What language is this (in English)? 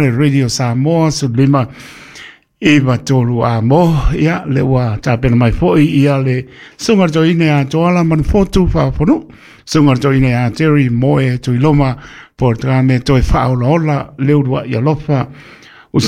Samoan